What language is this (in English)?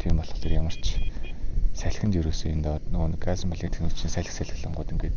Mongolian